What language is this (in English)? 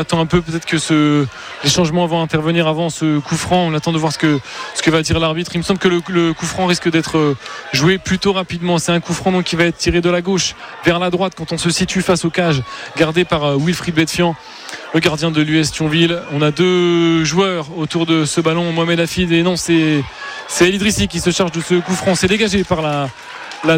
French